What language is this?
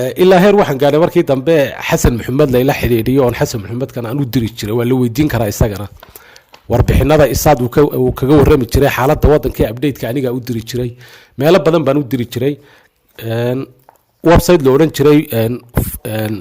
Somali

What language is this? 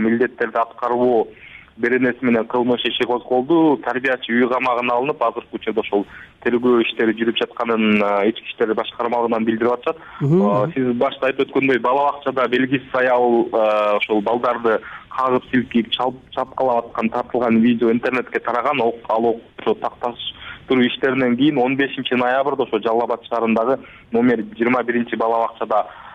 Kyrgyz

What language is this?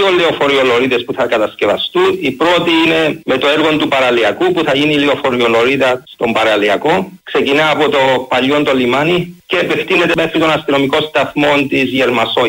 Greek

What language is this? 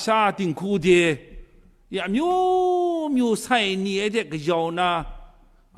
Kachin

